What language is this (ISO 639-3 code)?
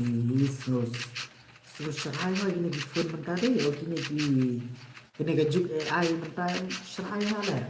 kha